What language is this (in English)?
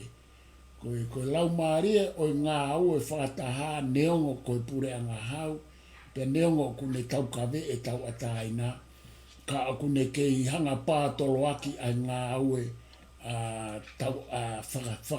Tongan